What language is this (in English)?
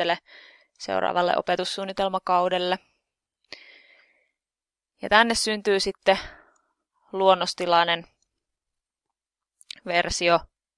Finnish